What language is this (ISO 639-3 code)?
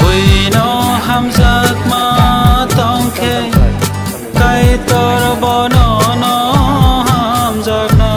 trp